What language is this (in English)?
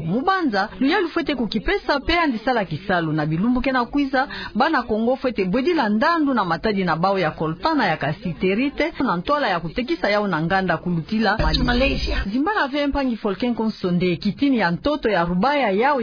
Kituba (Democratic Republic of Congo)